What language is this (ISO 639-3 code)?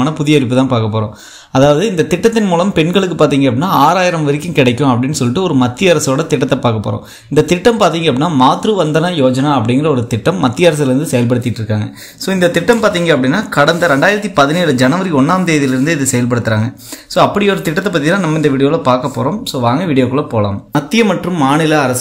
tam